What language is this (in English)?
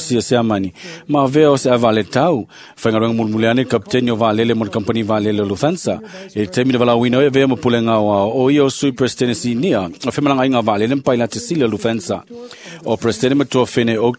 Samoan